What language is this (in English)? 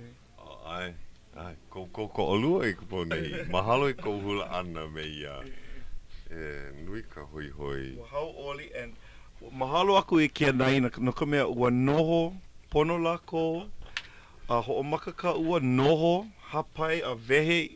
Hawaiian